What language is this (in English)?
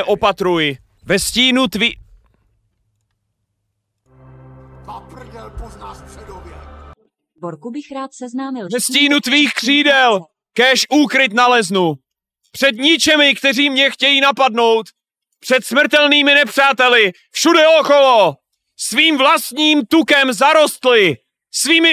Czech